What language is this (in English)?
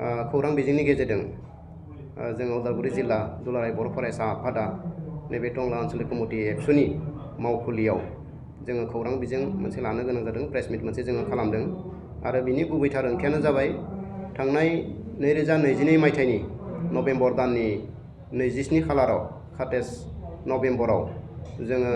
Bodo